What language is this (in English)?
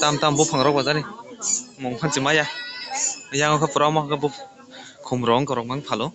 Kok Borok